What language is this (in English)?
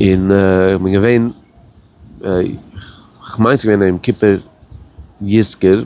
Yiddish